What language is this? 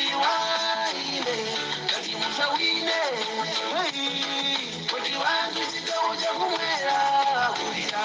Nyanja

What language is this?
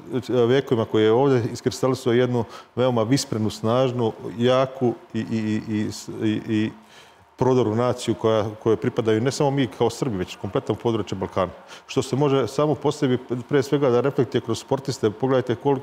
Serbian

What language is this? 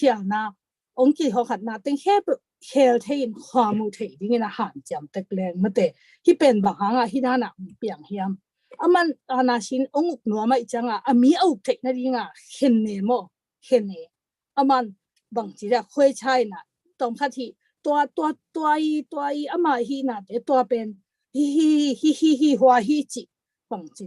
Tedim Chin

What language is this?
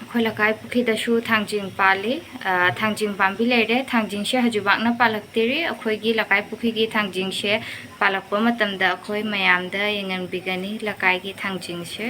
Manipuri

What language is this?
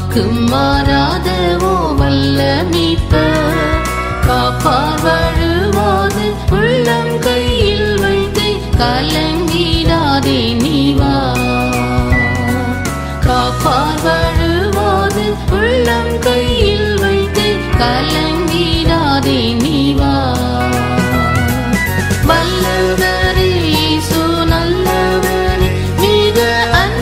Tamil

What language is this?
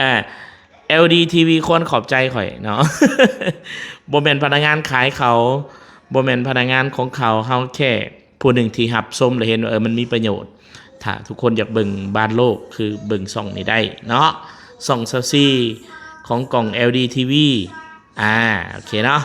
Lao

